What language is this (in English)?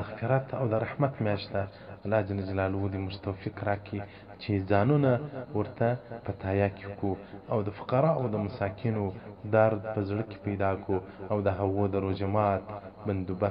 Pashto